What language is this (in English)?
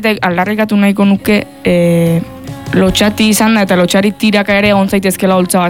Basque